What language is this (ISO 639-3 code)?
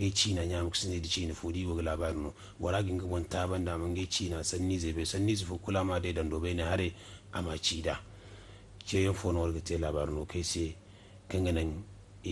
dje